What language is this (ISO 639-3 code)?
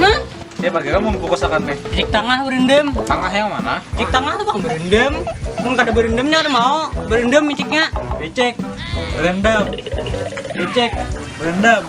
bjn